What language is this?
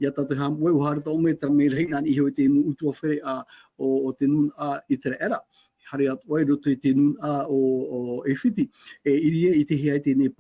Tahitian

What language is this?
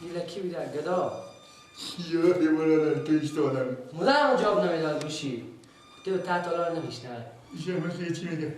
Persian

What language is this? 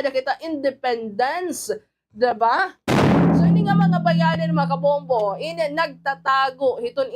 Waray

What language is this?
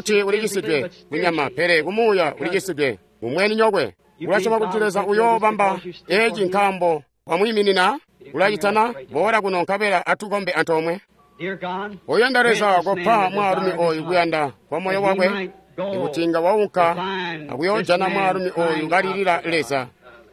Tonga (Zambia)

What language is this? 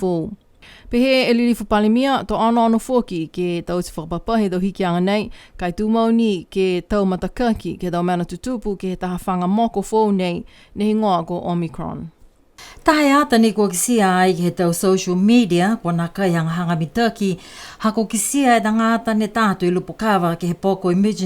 Niuean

